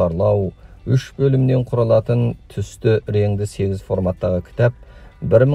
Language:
Kazakh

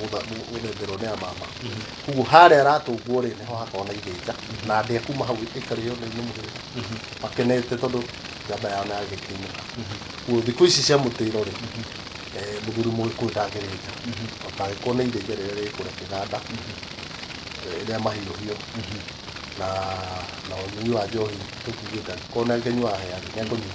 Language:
Kikuyu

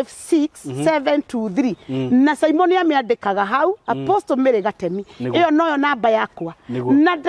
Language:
Kikuyu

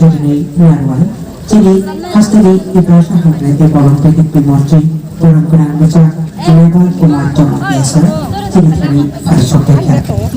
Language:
Kok Borok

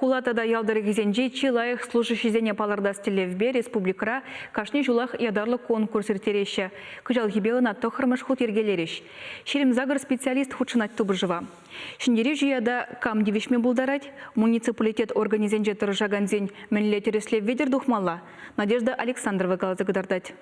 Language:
Chuvash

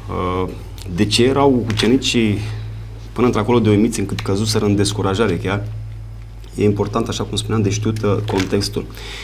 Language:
Romanian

